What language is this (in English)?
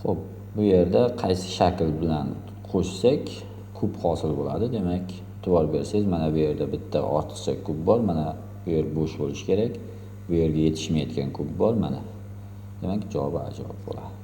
Uzbek